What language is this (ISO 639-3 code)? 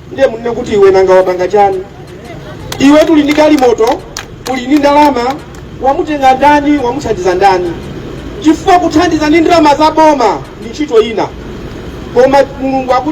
nya